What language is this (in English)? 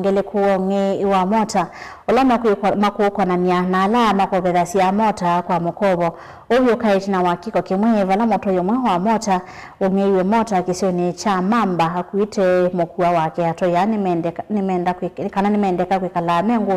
Kamba